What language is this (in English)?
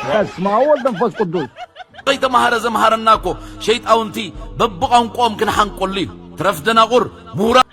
Tigrinya